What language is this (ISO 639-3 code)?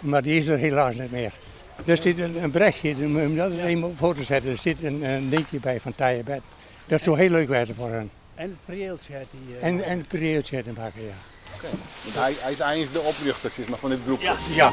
fry